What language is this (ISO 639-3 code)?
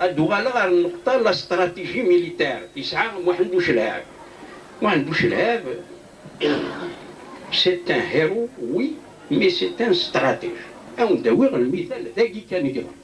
kab